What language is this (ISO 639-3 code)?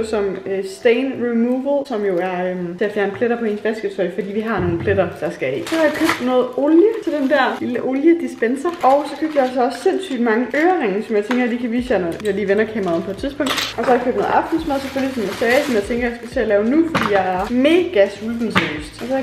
dan